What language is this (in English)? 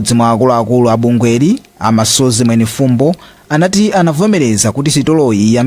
Nyanja